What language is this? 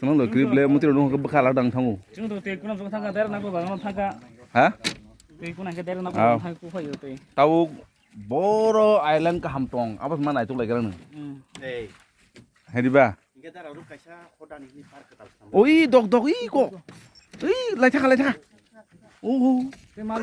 Kok Borok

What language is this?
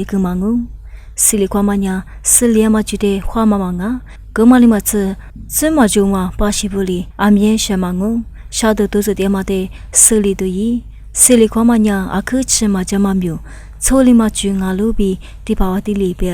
Lisu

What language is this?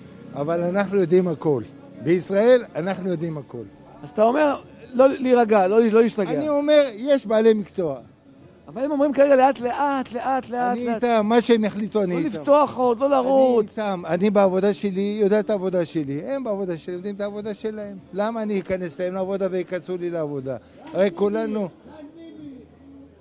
Hebrew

